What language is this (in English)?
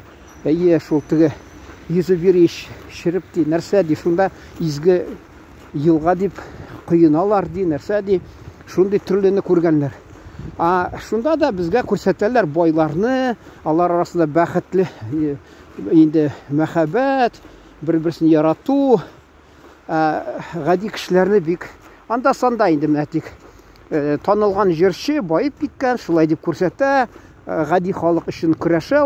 Tatar